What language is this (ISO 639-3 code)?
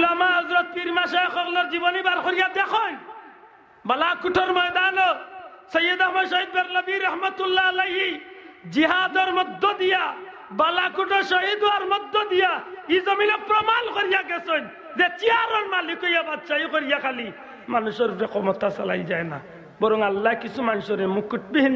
syl